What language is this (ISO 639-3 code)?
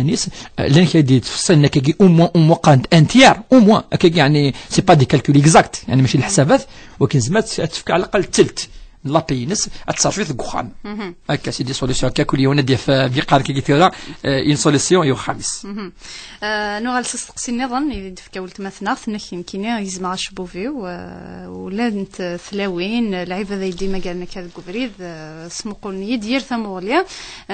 kab